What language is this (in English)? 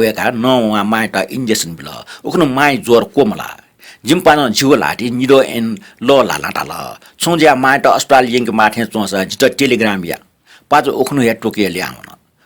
Newari